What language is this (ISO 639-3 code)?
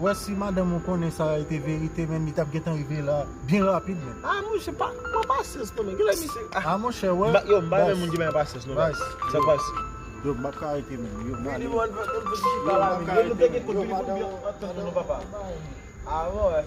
hat